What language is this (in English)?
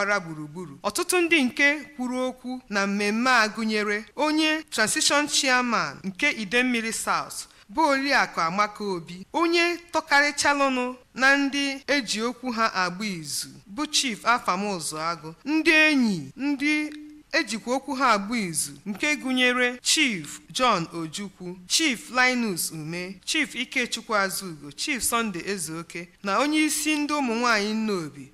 Igbo